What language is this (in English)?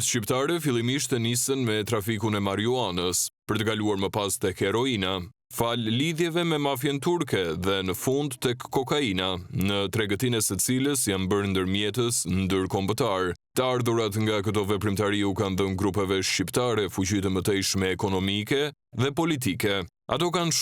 Albanian